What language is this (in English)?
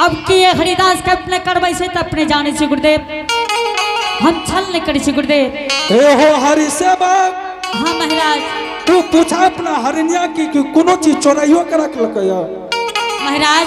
Angika